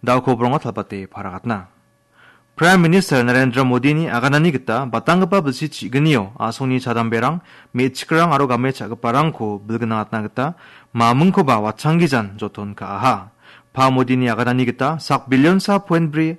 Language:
Garo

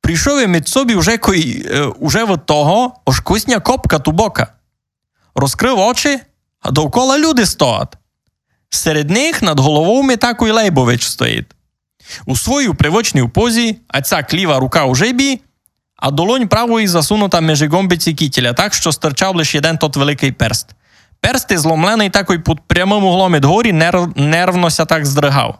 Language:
Rusyn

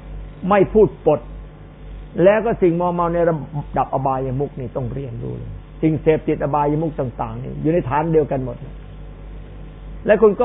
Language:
Thai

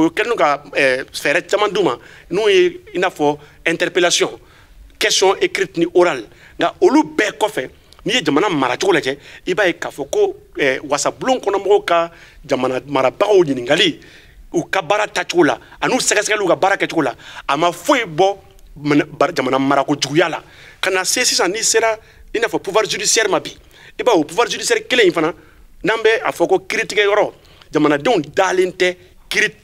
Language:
Bambara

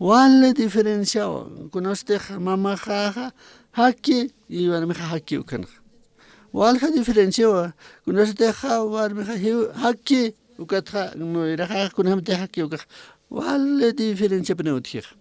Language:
Aymara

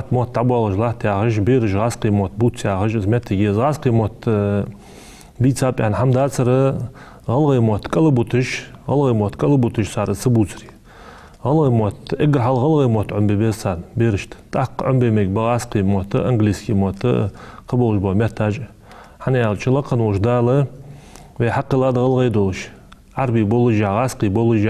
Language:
Ingush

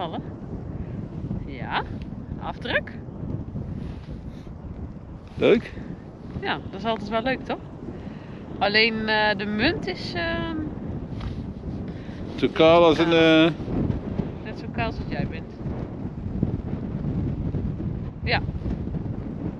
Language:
Dutch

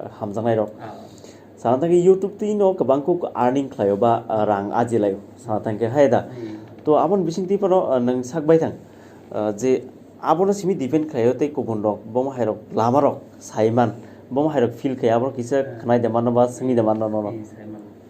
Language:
Kok Borok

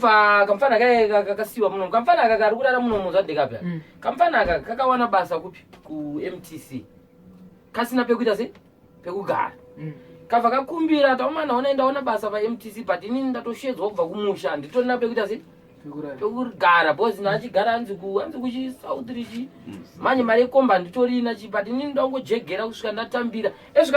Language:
Shona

